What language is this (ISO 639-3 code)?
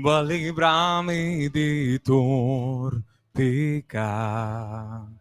pap